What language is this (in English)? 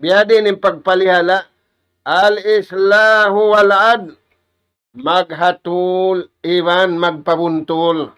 Tausug